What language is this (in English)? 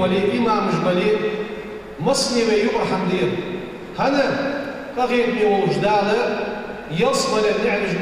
Ingush